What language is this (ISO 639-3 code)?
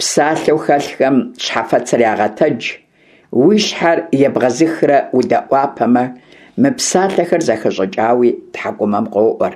kbd